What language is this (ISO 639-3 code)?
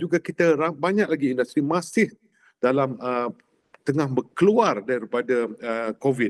msa